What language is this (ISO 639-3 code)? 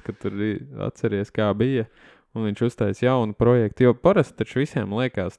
lav